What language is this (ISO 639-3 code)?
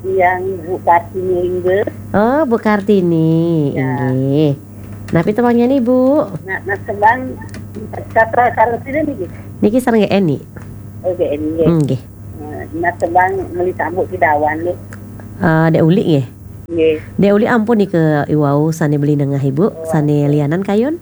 ban